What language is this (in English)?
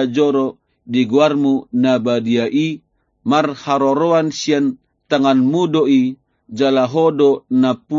Batak Toba